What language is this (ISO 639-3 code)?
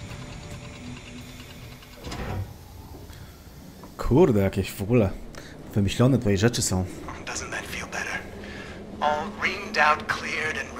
pol